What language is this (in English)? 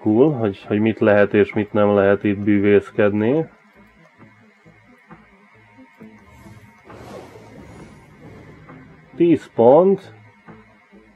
Hungarian